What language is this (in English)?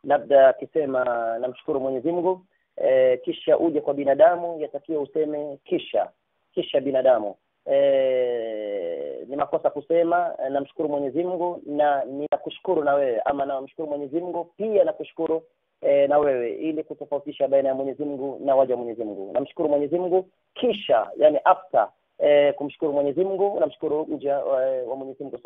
Swahili